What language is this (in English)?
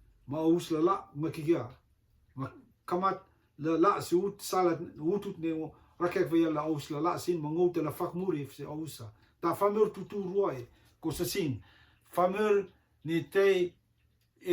Rotuman